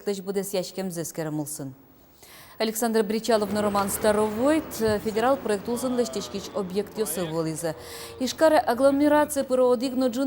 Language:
Udmurt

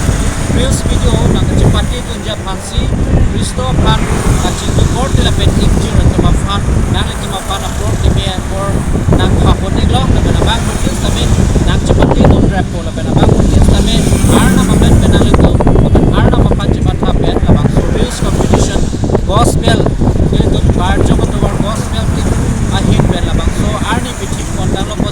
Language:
Karbi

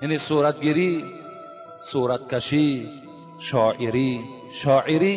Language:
Tajik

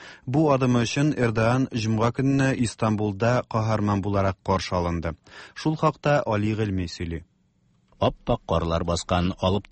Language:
Tatar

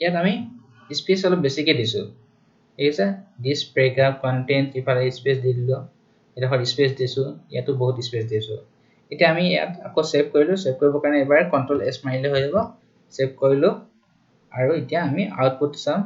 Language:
Assamese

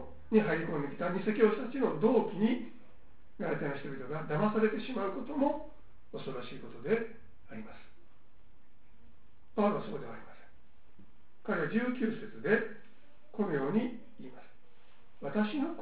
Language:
Japanese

